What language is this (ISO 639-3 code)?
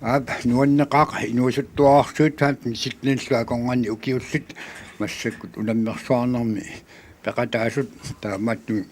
kal